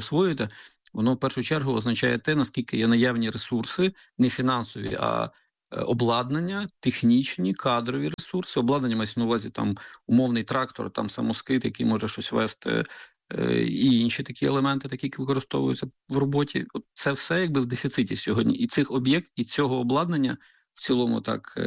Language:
Ukrainian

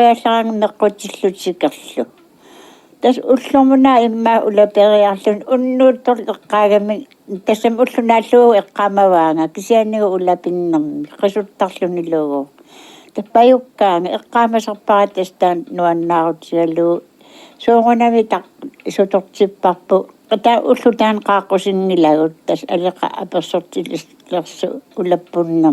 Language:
Kalaallisut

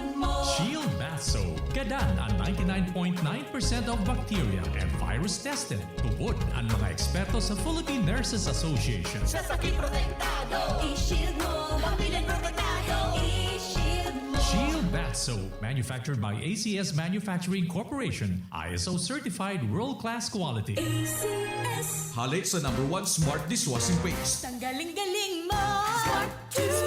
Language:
Bikol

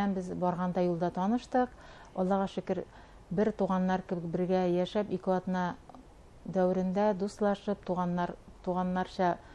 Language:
Bashkir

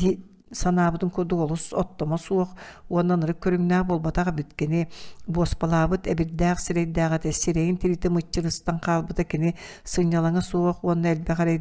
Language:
Yakut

